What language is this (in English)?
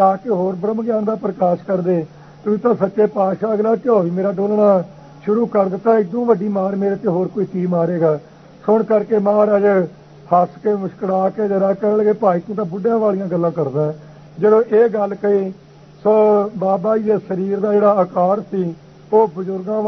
Punjabi